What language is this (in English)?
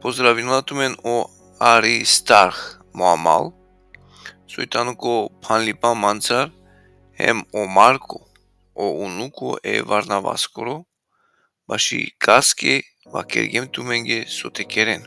Balkan Romani